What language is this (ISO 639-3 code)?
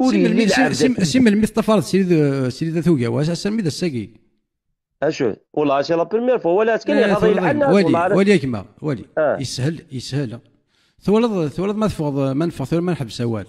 kab